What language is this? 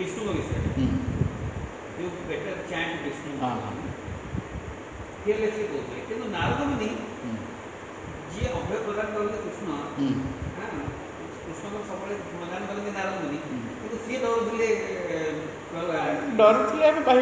Odia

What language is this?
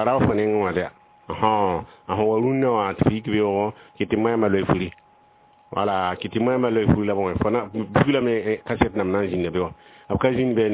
Mossi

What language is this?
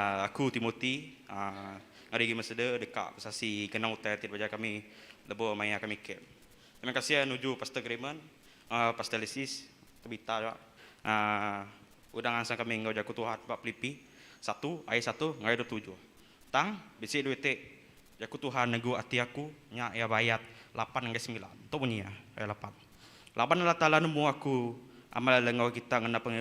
Iban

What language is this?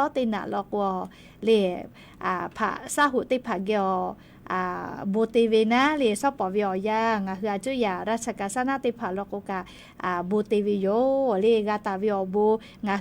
Lahu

